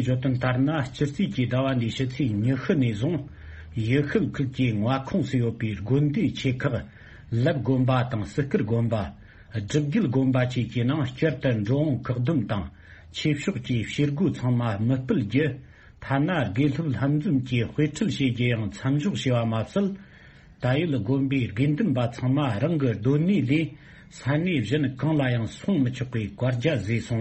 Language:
Tibetan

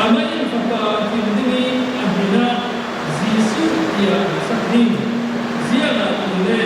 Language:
Falam Chin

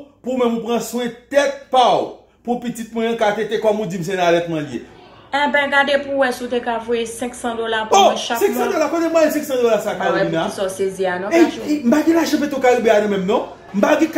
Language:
Haitian Creole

